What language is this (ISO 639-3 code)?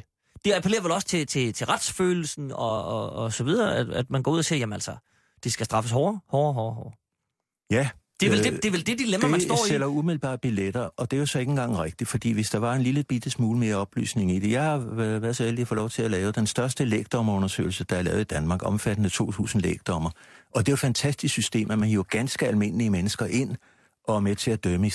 dan